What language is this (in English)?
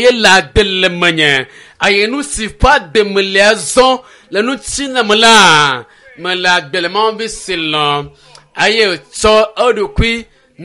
Ewe